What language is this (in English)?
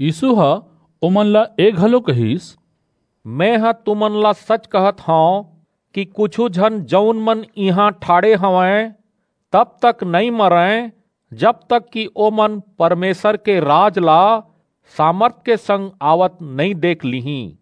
Chhattisgarhi